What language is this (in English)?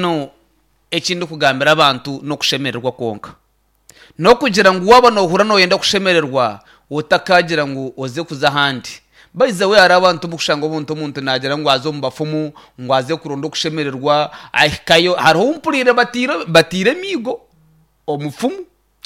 Nyankole